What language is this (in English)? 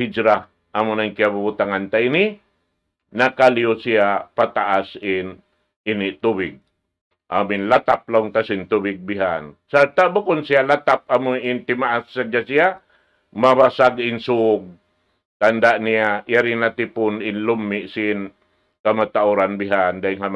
Tausug